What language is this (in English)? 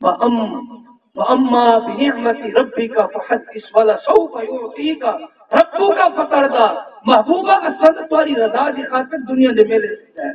Saraiki